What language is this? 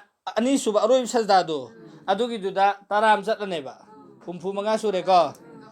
Manipuri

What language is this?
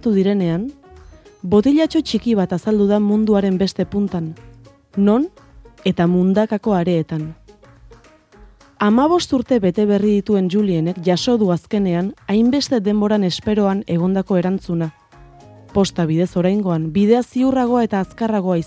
Basque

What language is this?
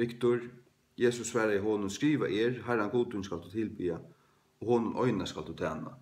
Faroese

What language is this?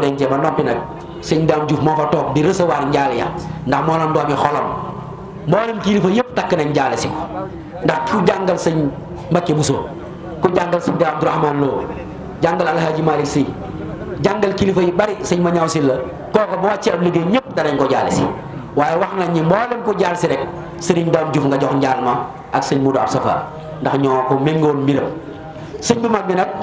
Wolof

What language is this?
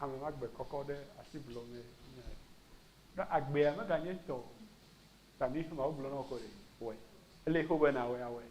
Ewe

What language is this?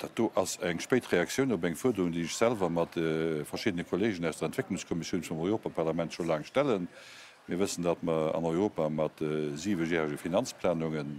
Luxembourgish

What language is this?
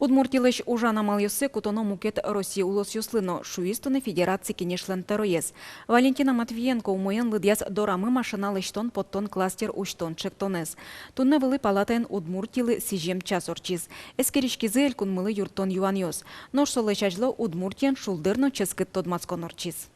Udmurt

